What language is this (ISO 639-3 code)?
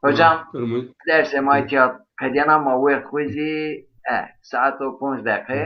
zza